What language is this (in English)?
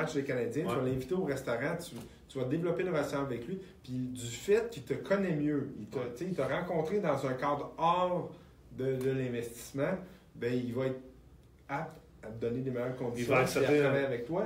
French